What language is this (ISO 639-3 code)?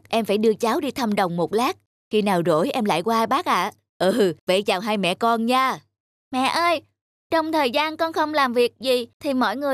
vie